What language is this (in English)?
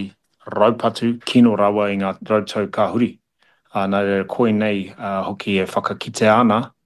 Māori